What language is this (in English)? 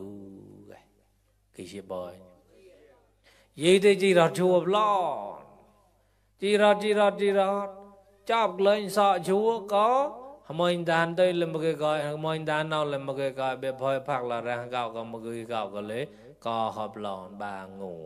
Mon